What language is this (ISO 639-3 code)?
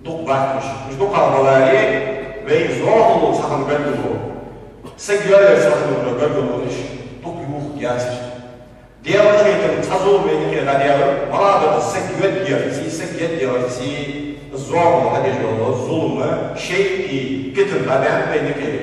inh